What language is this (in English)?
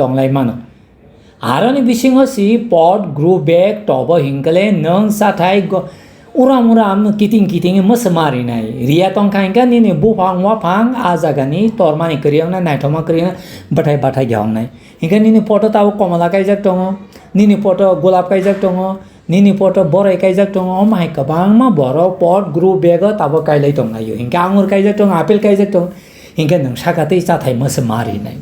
Kok Borok